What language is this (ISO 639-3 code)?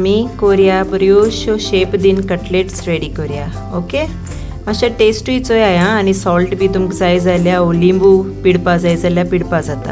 kok